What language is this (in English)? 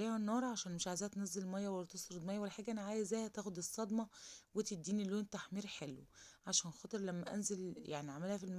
Egyptian Arabic